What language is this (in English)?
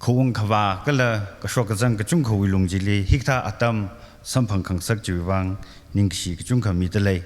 Tangkhul Naga (India)